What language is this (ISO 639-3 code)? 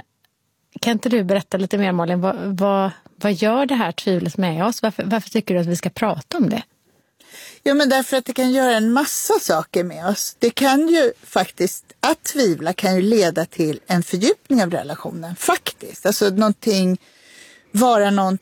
swe